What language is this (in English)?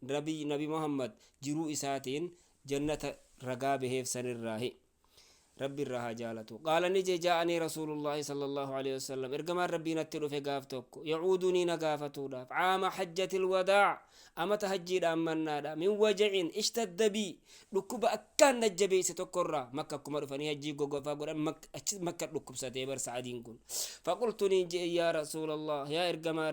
Oromo